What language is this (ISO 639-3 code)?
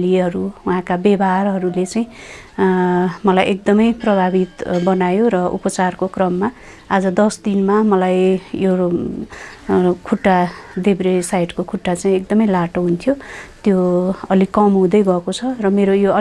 nep